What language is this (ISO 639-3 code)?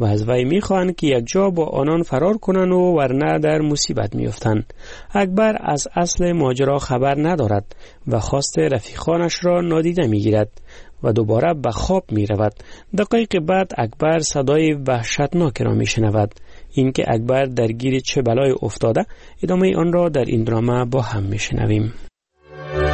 fas